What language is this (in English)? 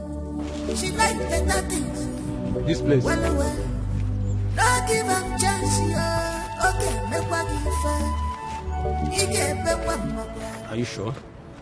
Nigerian Pidgin